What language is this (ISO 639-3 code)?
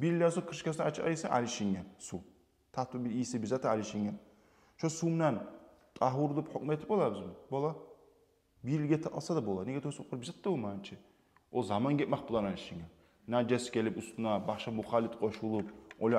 kum